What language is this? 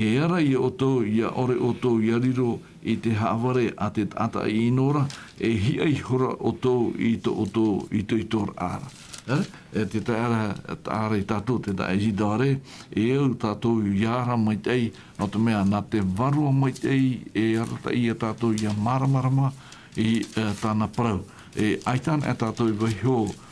Tahitian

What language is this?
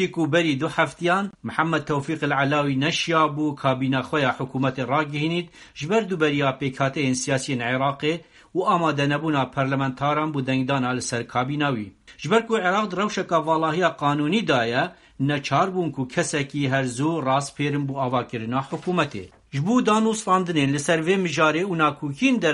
Kurdish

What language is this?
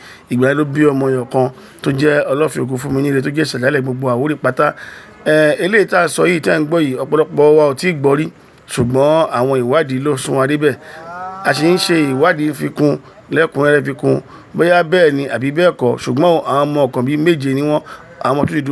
Yoruba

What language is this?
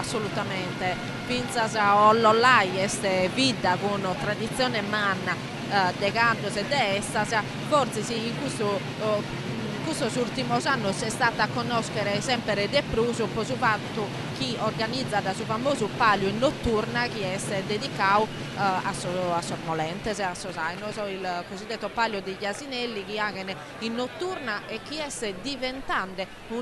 Sardinian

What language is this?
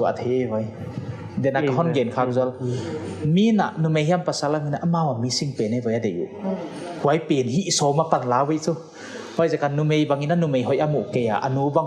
Paite Chin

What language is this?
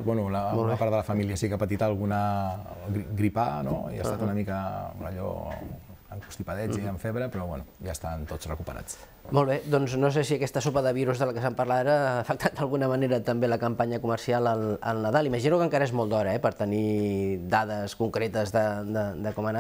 Catalan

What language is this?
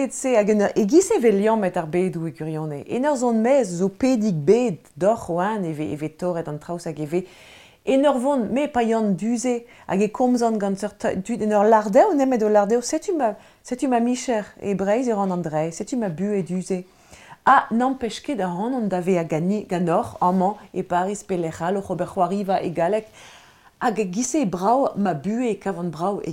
Breton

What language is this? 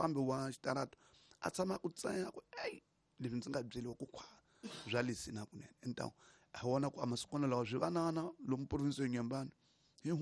Tsonga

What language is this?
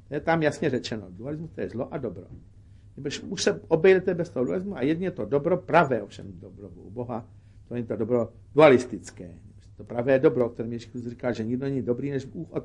Czech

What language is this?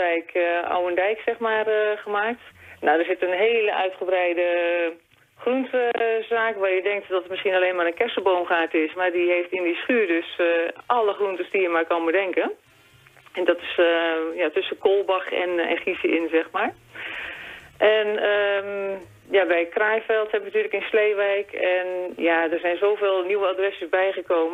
Dutch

